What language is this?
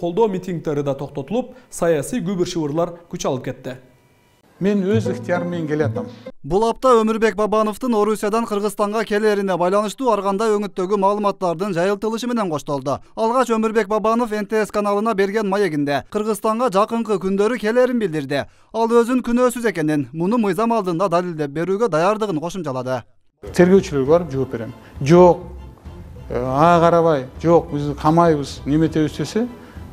Kyrgyz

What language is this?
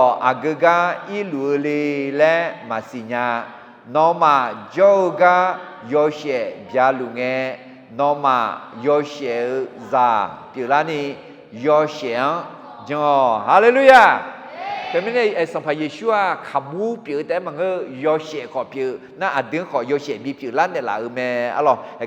Akha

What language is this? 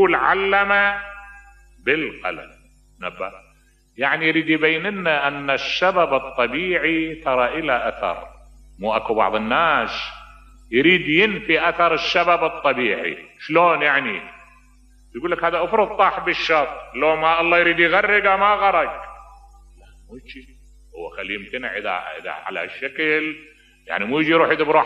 Mesopotamian Arabic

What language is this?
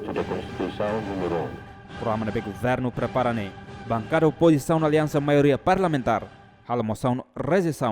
Tetum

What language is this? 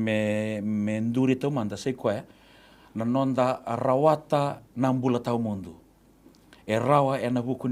Fijian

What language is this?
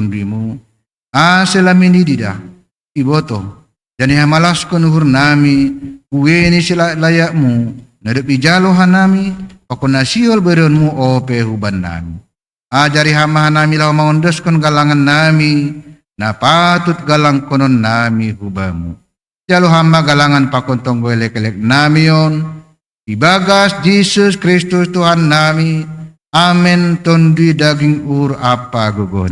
Batak Simalungun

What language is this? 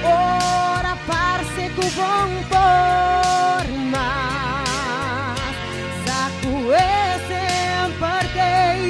Papiamento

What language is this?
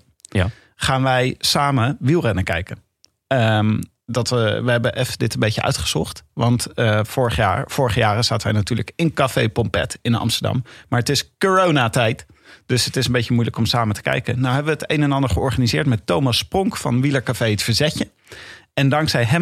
Dutch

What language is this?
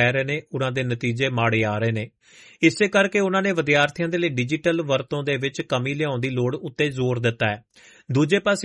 Punjabi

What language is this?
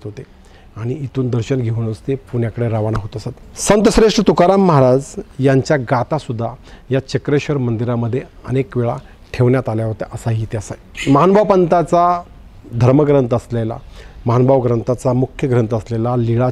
Marathi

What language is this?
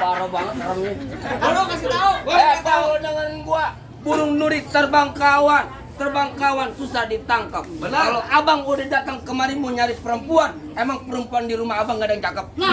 Betawi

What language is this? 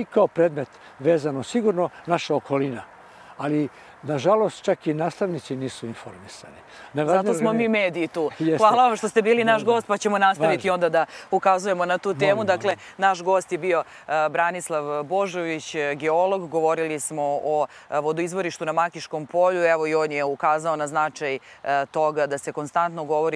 Serbian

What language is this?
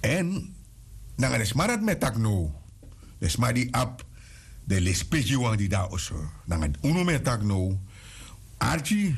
Sranan Tongo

